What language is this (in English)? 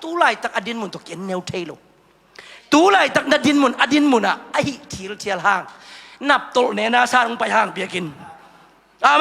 Tedim Chin